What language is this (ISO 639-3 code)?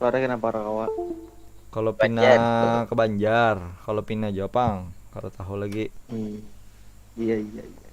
bjn